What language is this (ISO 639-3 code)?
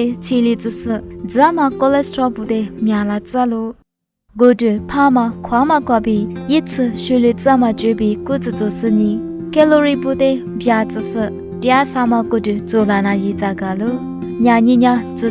lis